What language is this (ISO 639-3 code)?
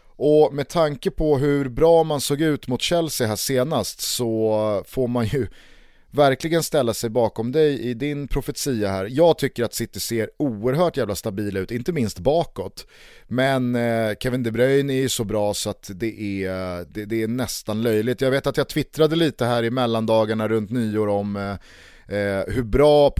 swe